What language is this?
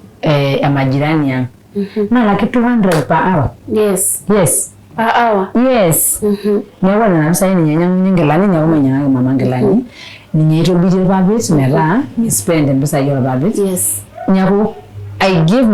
Masai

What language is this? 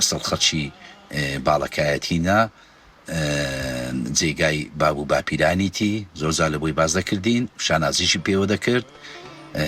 Central Kurdish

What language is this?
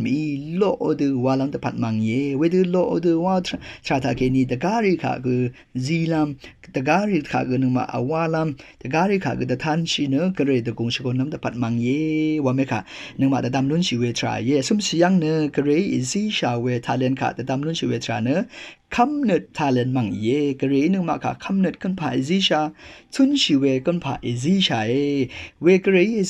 Rawang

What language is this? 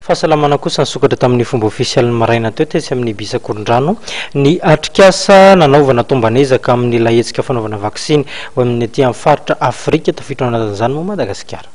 Malagasy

